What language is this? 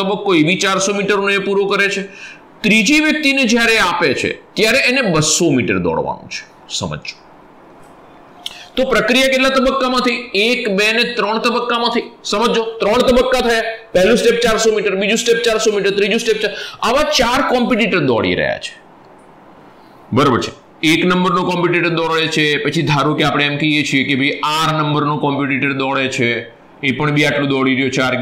Gujarati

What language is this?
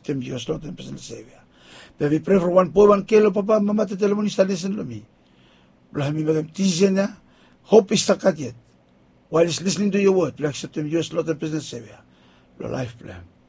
Bislama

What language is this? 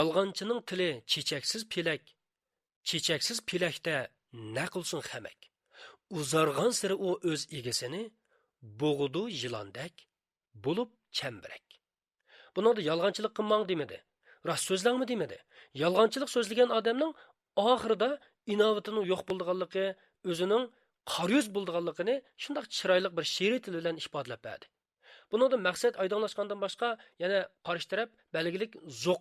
Uyghur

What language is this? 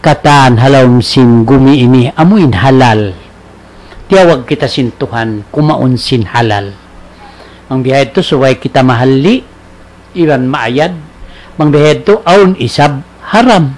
Tausug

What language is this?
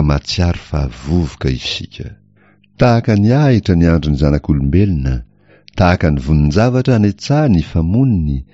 Malagasy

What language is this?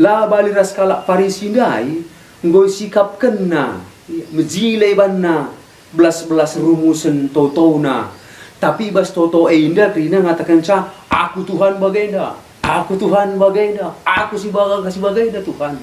Batak Karo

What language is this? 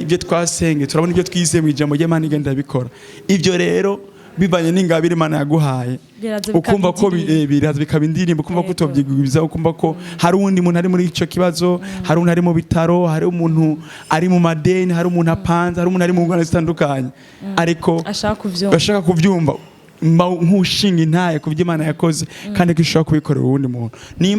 Rundi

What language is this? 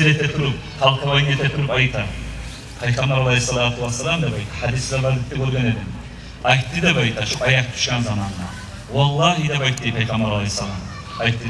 Kumyk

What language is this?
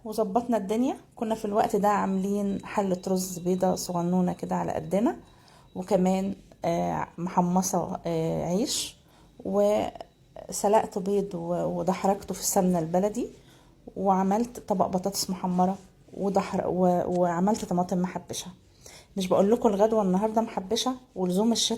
Egyptian Arabic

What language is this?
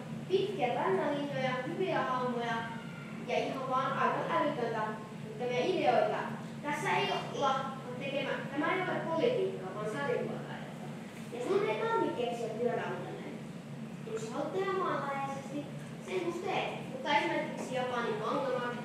Finnish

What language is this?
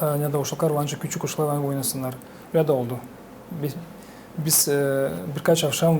Gagauz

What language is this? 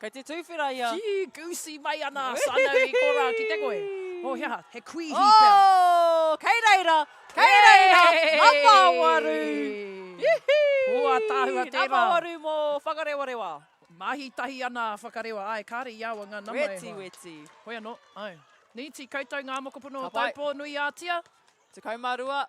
Māori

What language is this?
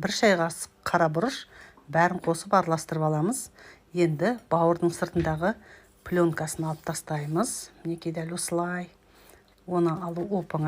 Kazakh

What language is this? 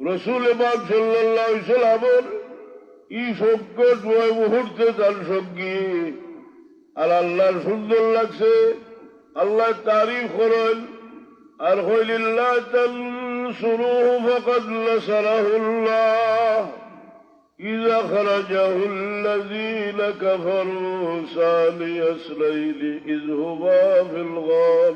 Sylheti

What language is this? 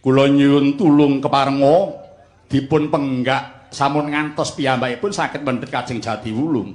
Javanese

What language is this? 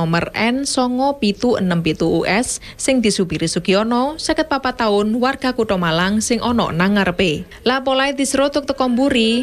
Javanese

